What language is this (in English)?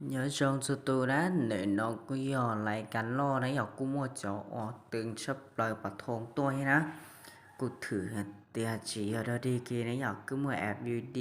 Hmong